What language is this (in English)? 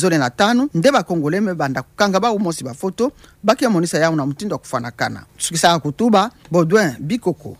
Kituba (Democratic Republic of Congo)